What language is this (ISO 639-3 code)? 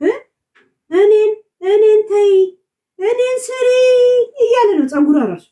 amh